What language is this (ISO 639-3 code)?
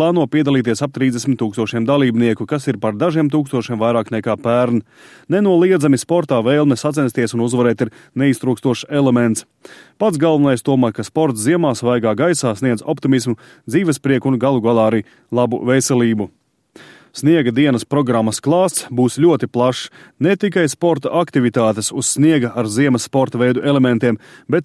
lav